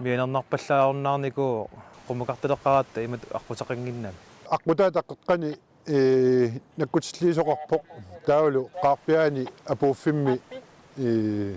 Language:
Kalaallisut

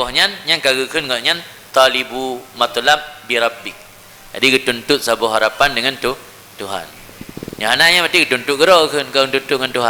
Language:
Achinese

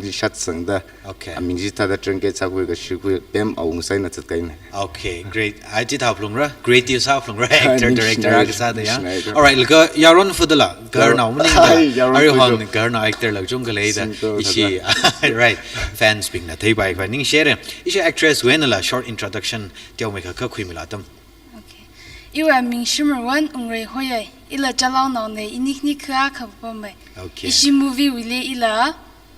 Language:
Tangkhul Naga (India)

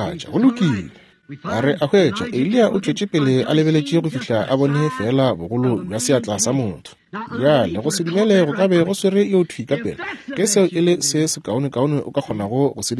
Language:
Northern Sotho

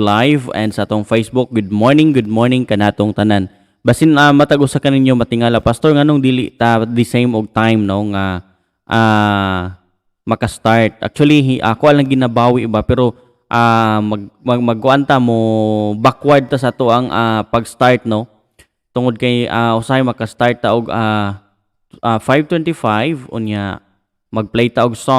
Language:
Cebuano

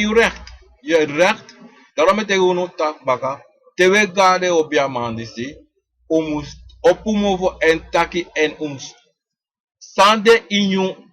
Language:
Sranan Tongo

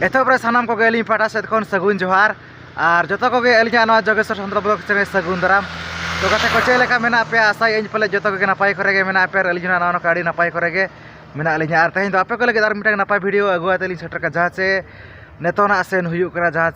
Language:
Santali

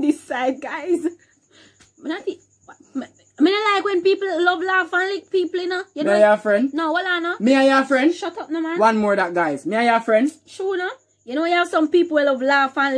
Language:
Jamaican Creole English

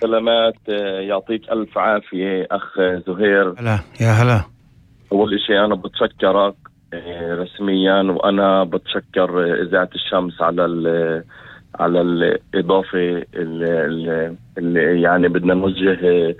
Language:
North Levantine Arabic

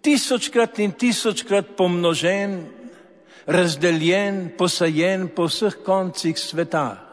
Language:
Slovenian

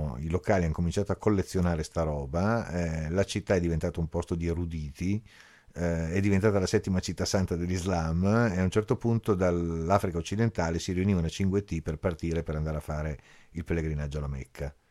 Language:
Italian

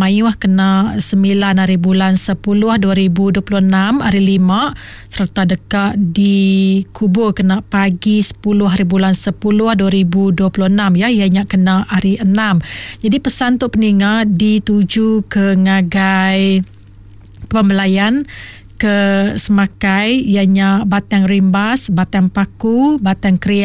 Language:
Iban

